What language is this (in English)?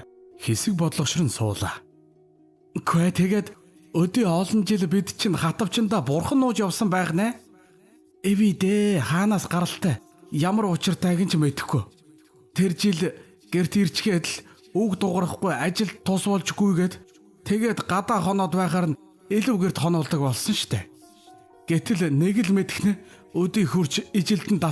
Mongolian